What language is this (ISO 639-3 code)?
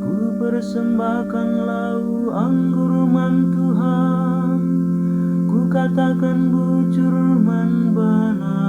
btx